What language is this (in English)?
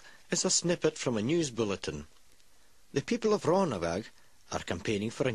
Scottish Gaelic